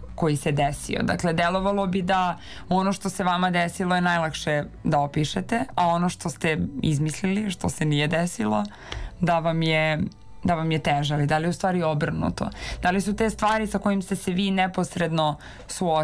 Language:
Serbian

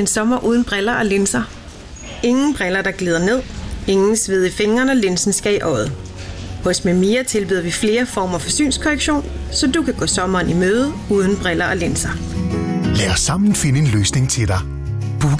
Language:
Danish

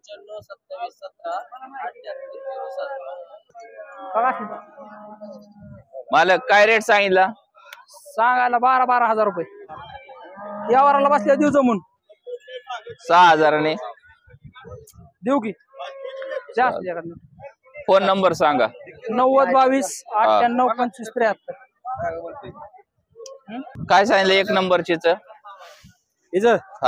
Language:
Marathi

